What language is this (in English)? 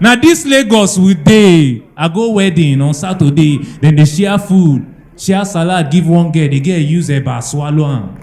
Nigerian Pidgin